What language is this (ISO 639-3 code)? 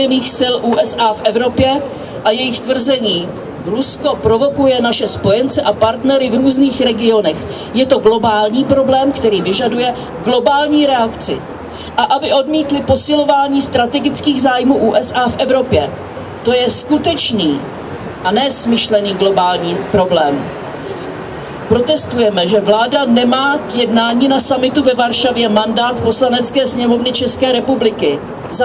ces